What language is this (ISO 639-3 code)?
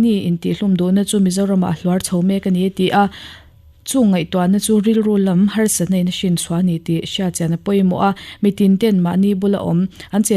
lus